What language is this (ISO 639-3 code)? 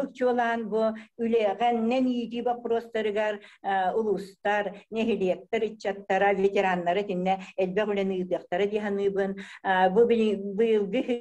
sah